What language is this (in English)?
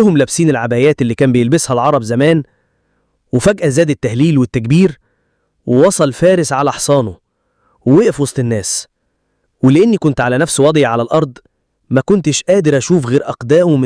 Egyptian Arabic